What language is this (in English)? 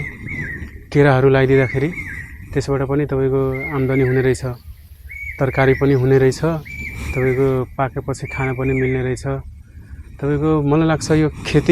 Nepali